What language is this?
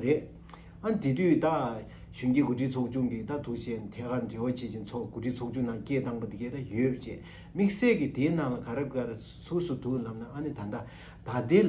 Tibetan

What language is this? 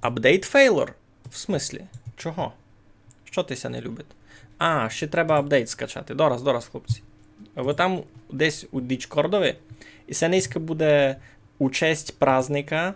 Rusyn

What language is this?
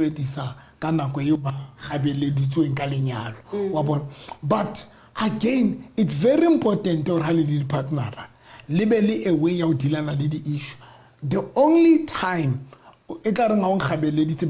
Southern Sotho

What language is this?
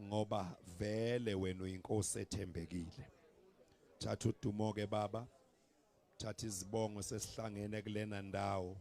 Zulu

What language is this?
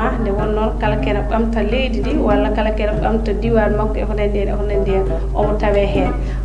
Fula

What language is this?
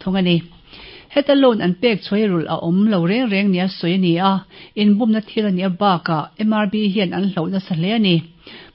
Mizo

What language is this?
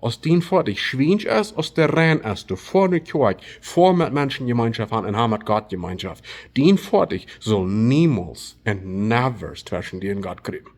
Plautdietsch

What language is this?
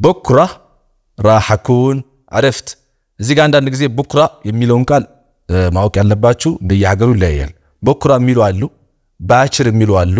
Amharic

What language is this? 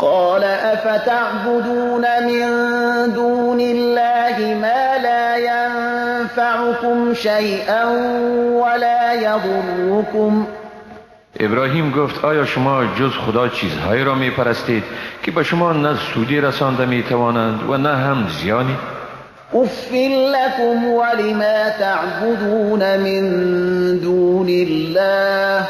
Persian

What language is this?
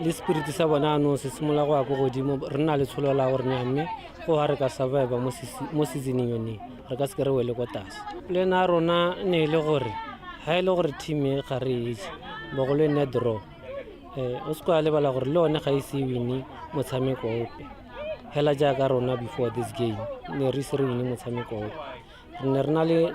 Tswana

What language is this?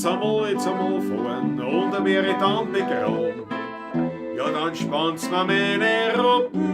Bavarian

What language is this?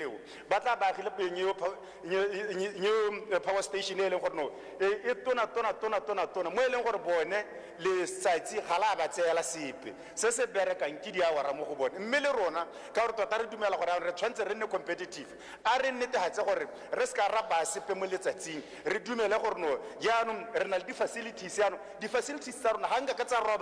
Tswana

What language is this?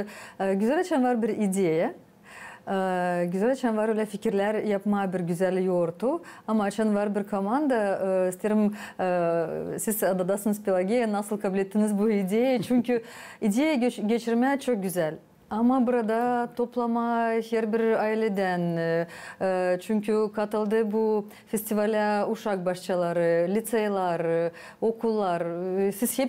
Gagauz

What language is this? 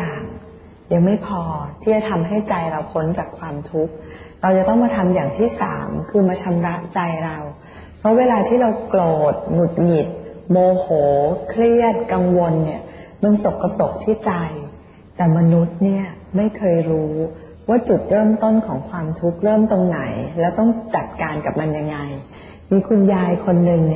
Thai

